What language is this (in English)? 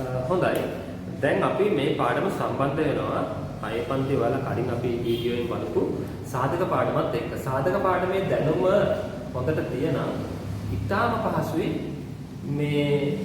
Sinhala